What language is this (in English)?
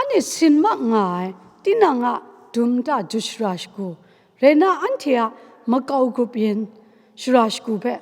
Kachin